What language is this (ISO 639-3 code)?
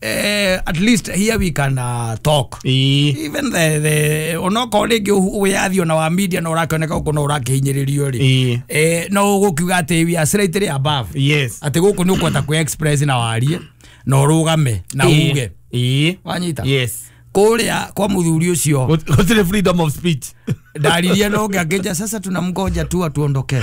kik